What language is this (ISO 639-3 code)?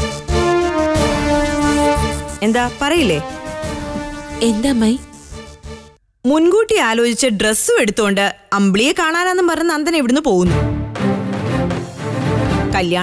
mal